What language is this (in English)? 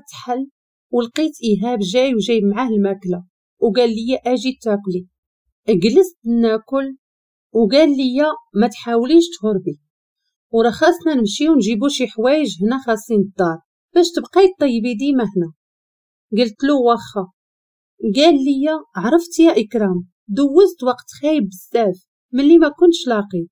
Moroccan Arabic